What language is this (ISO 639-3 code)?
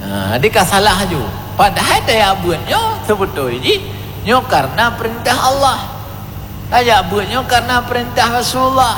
ace